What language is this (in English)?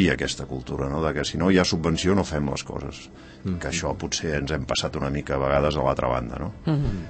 Catalan